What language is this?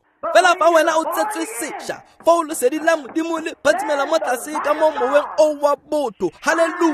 Tswana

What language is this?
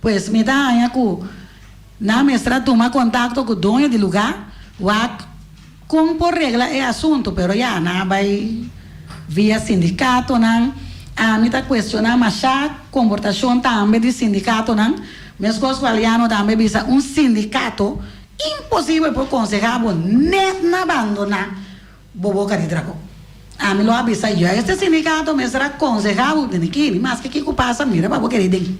Papiamento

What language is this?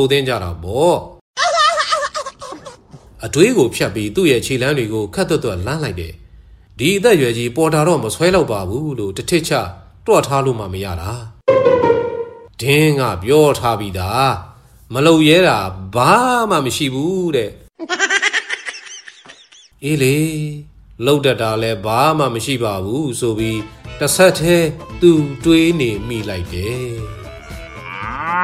Burmese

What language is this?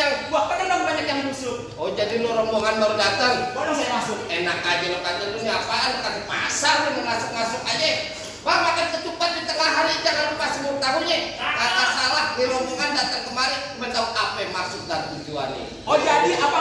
Betawi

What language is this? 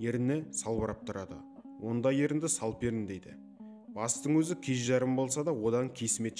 Kazakh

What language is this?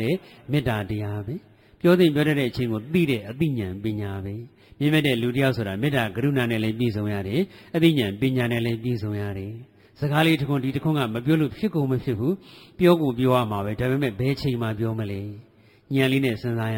Burmese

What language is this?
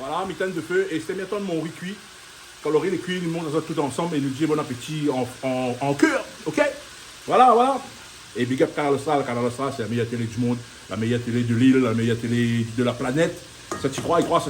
Réunion Creole French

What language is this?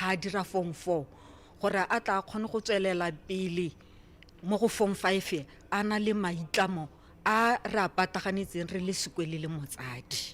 Tswana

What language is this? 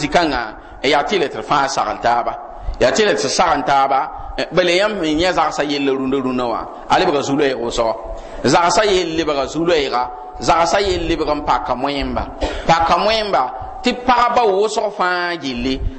Mossi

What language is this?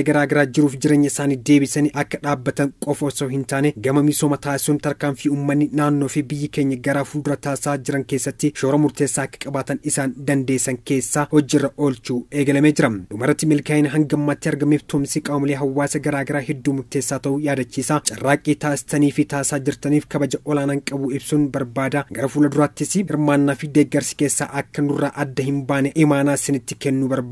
Oromo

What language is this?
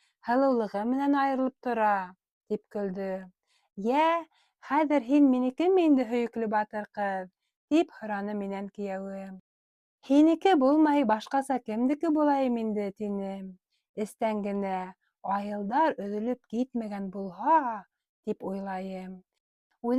Bashkir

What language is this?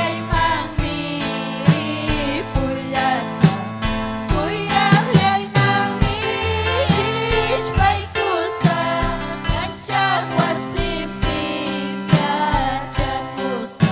Ayacucho Quechua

